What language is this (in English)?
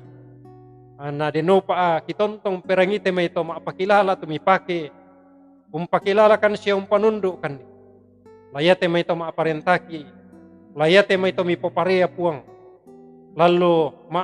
Toraja-Sa'dan